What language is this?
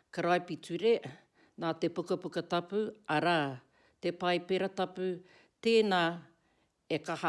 Māori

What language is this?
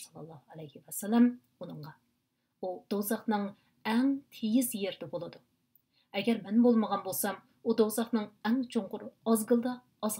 Uyghur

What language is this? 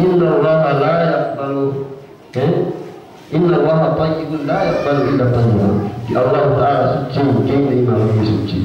Yakan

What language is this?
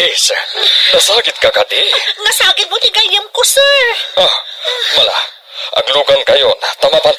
Iloko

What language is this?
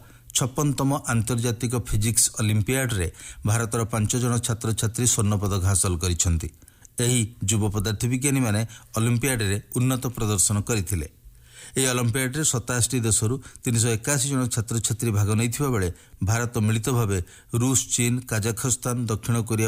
Odia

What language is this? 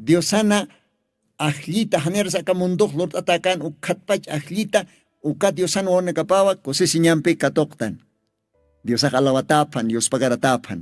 Aymara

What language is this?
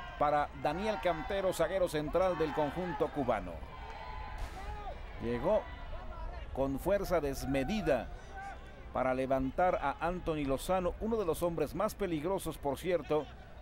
Spanish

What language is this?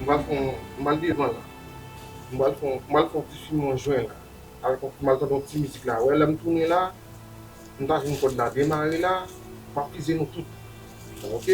Haitian Creole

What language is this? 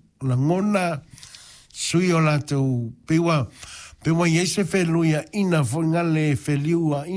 Samoan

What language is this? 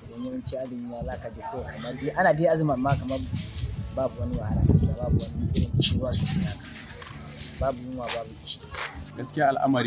Hausa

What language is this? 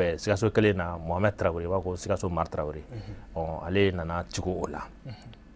Bambara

